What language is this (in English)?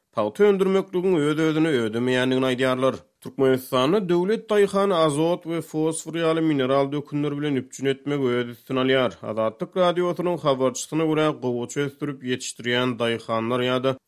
Turkmen